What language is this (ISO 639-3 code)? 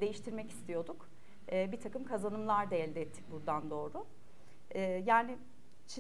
tur